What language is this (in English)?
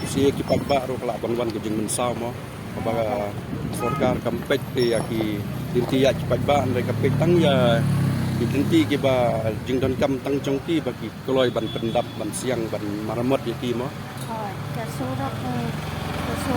Khasi